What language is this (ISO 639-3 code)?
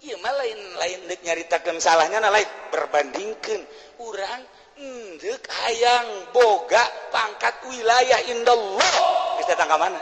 sun